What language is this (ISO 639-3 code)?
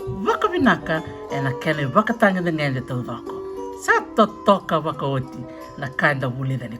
fij